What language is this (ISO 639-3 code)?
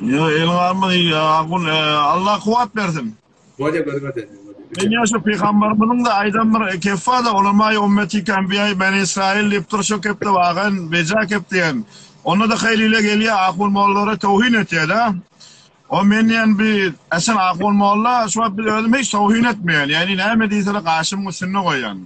tuk